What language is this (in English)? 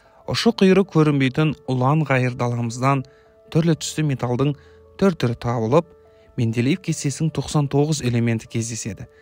Kazakh